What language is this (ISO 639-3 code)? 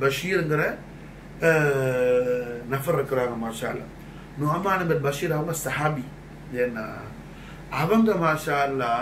tam